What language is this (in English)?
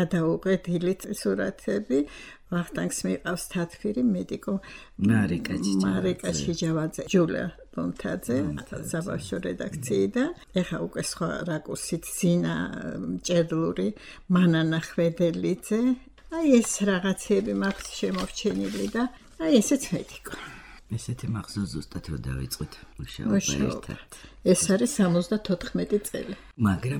Georgian